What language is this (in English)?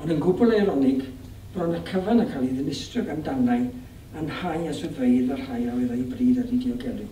Welsh